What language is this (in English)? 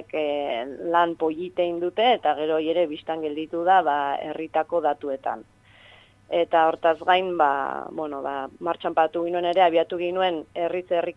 Basque